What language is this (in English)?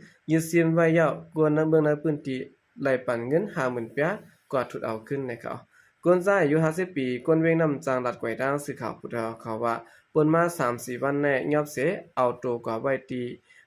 Shan